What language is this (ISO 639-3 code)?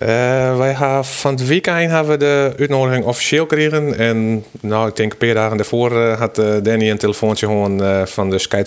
fry